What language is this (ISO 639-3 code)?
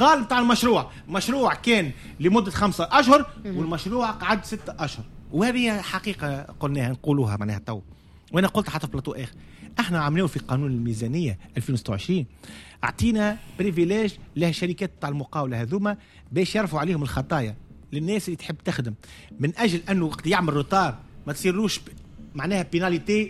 aeb